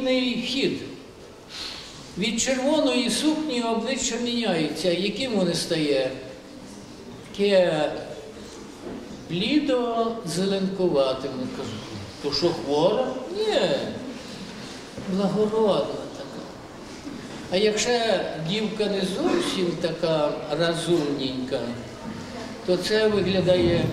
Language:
Ukrainian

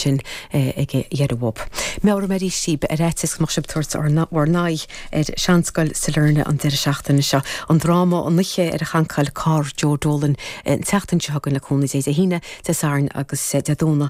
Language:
Irish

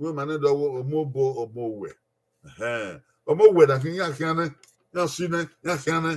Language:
Bini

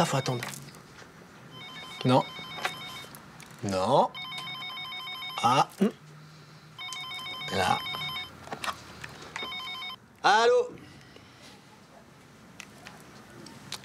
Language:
French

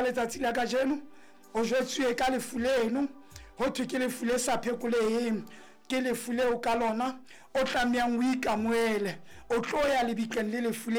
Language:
Southern Sotho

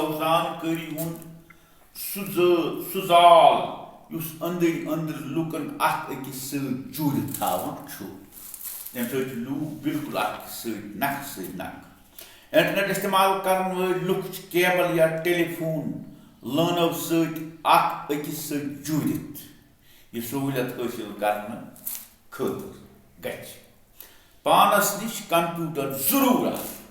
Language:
Kashmiri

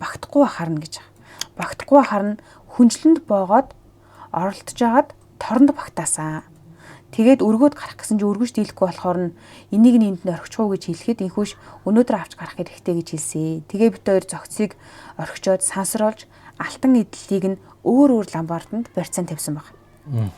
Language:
Mongolian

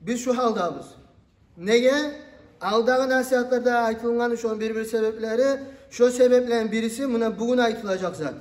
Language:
Kumyk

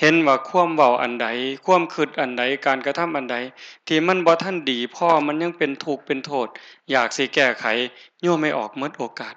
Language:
Northeastern Thai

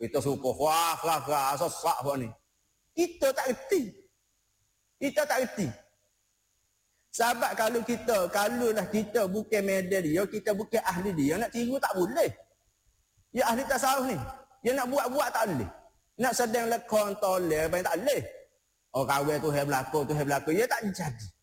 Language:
Malay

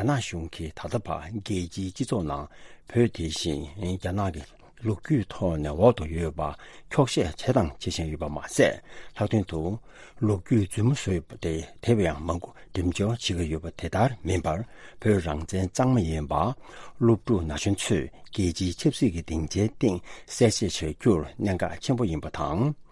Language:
Tibetan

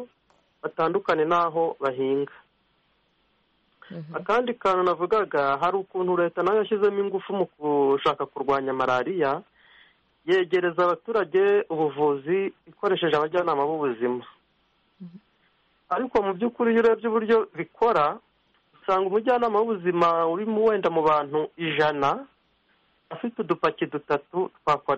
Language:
Kinyarwanda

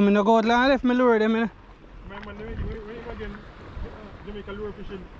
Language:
Jamaican Creole English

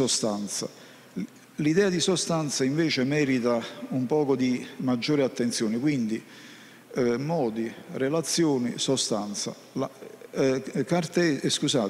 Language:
Italian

